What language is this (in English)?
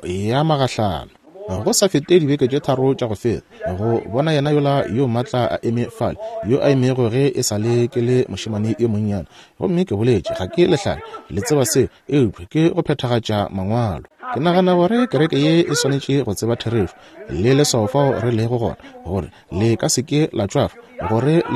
Northern Sotho